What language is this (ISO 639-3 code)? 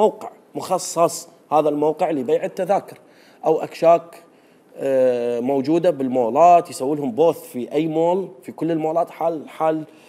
acm